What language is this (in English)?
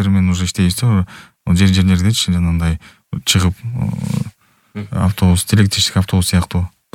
Kyrgyz